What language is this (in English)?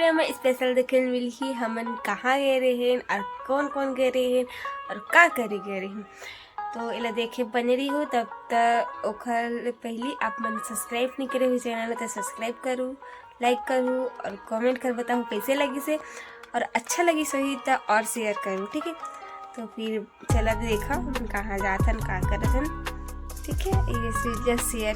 Chhattisgarhi